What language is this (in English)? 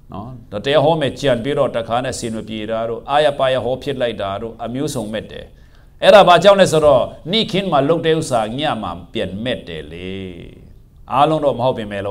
Burmese